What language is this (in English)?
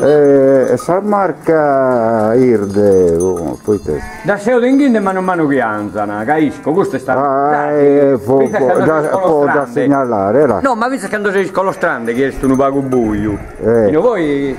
Sardinian